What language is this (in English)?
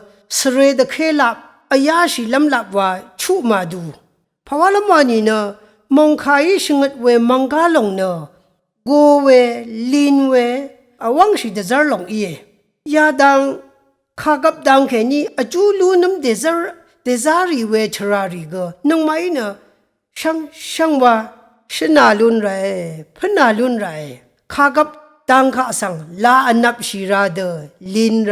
Rawang